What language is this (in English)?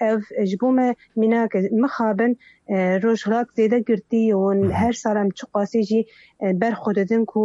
Kurdish